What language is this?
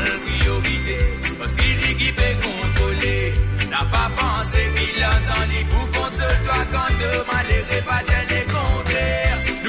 Morisyen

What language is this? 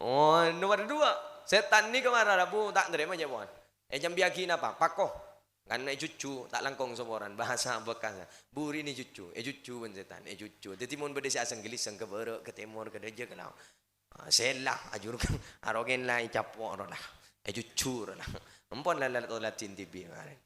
Madurese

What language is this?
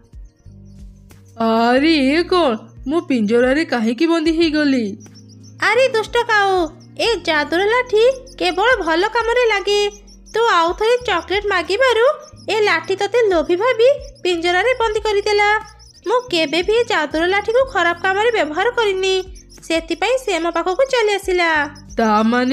Odia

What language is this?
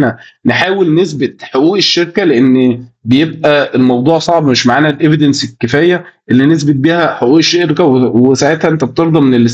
Egyptian Arabic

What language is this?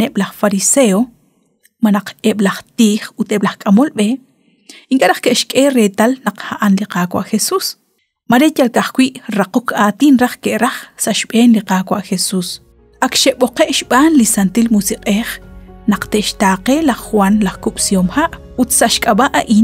Kekchí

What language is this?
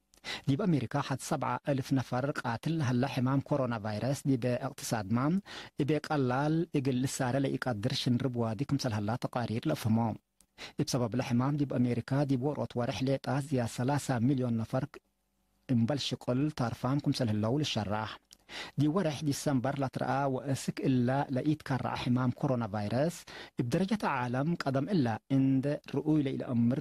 Tigre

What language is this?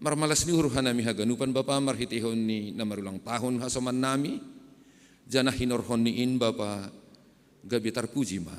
Batak Simalungun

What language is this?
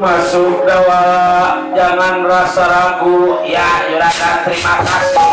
Betawi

